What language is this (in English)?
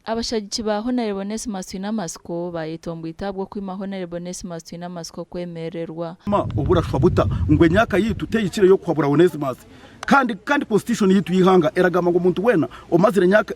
Nyankole